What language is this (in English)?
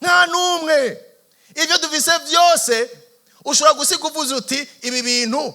Rundi